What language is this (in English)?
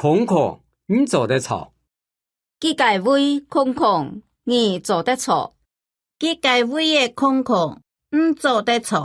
Hakka Chinese